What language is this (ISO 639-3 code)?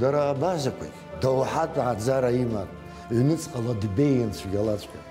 abk